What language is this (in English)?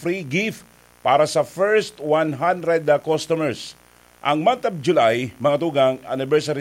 Bikol